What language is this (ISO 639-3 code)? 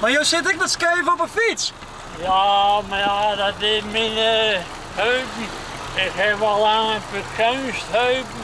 fry